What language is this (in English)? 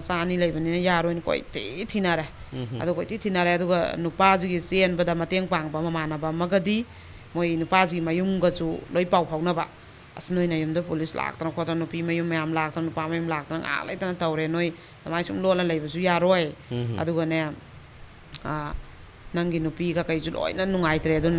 Manipuri